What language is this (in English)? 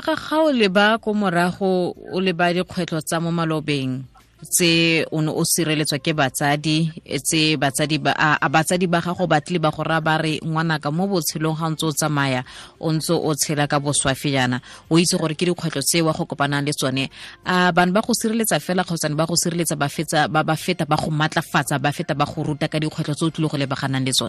Tswana